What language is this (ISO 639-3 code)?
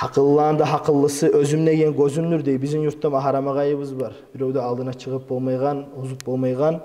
kum